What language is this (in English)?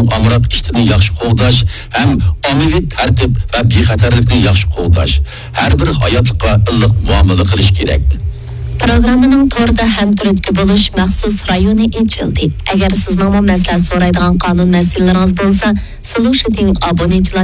Uyghur